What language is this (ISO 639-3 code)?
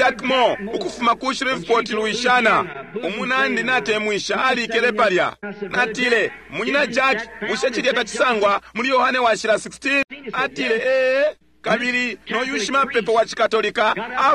bem